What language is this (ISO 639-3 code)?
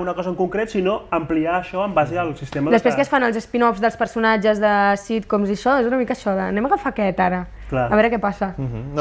cat